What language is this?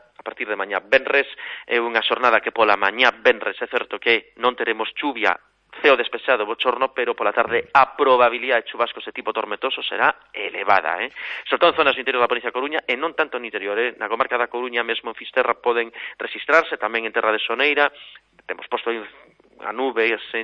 Galician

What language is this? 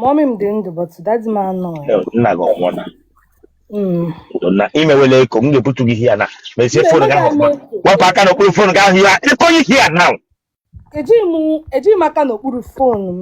Igbo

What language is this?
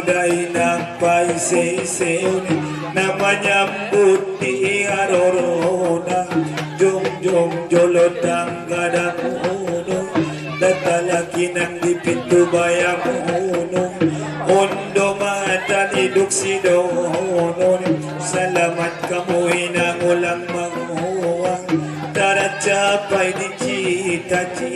Batak Angkola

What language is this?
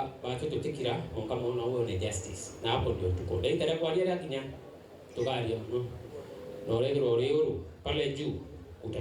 Meru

